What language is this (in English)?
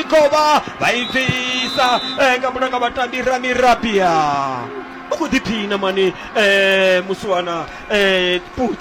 Venda